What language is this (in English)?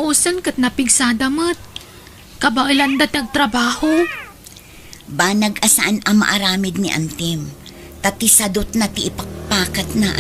Iloko